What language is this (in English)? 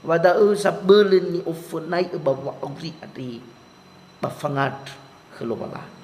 Nias